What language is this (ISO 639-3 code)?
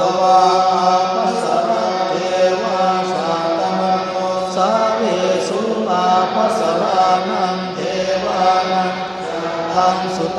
pli